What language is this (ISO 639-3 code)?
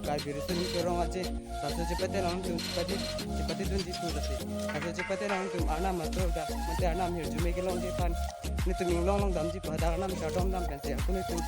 mjw